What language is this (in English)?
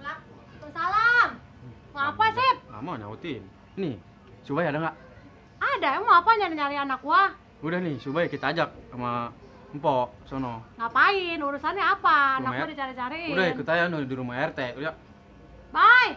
Betawi